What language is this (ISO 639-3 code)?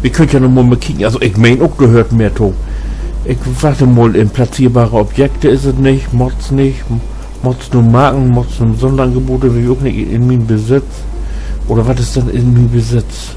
nds